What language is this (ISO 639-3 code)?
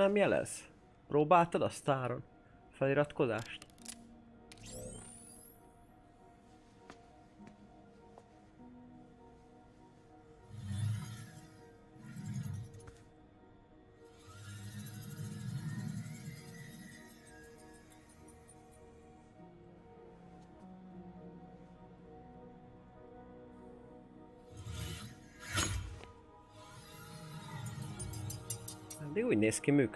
hun